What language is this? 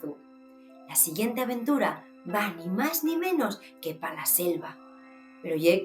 Asturian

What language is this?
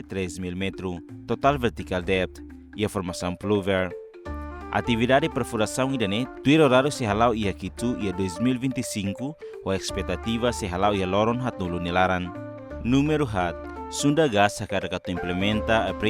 Tetum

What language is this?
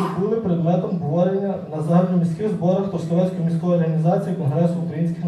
Ukrainian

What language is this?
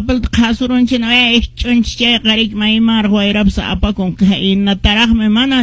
Quechua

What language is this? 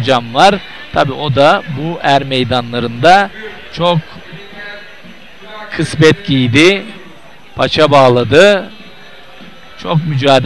Turkish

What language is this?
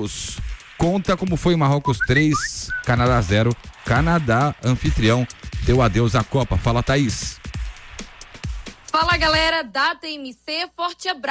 Portuguese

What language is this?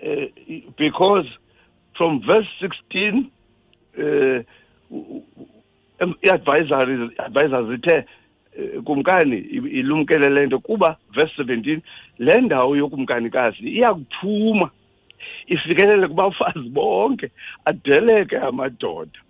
Xhosa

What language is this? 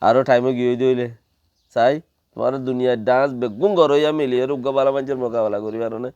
Rohingya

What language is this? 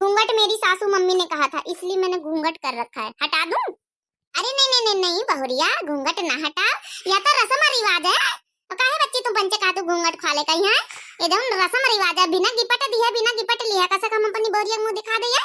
Awadhi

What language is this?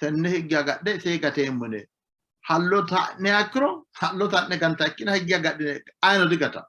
Sidamo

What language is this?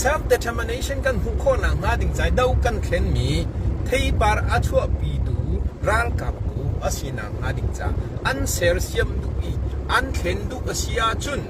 Hakha Chin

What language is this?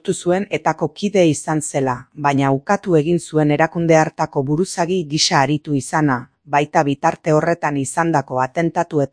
Basque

